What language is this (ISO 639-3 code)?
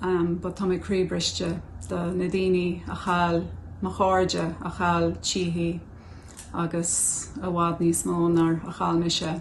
gle